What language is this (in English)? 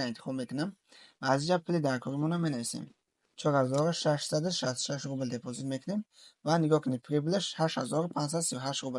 Tajik